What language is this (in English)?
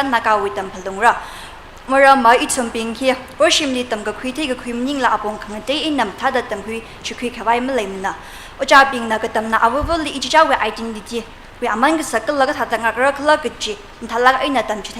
Tangkhul Naga (India)